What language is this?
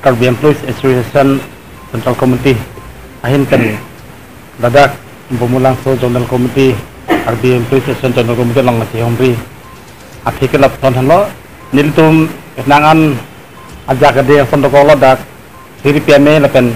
Karbi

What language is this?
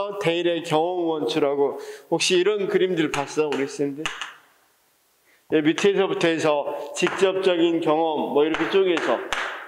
Korean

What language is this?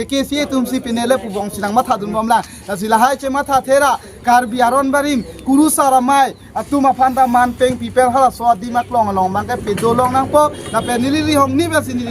Karbi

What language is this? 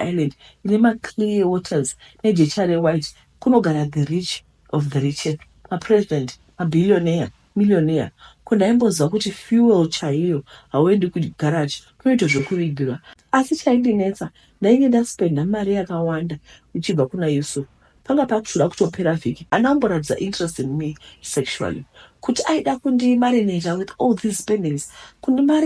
Shona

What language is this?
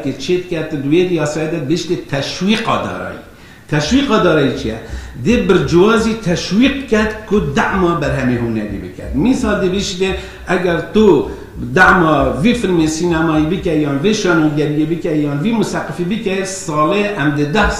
Kurdish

